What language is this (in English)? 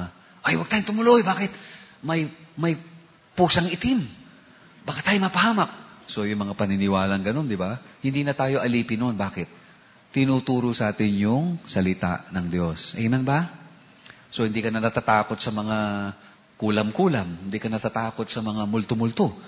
Filipino